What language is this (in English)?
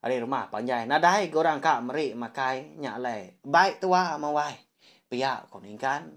Iban